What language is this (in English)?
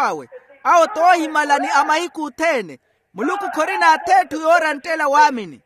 Makhuwa